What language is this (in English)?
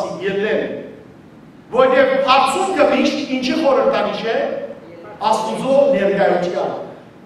Western Armenian